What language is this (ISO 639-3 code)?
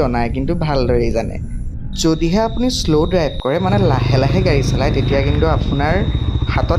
asm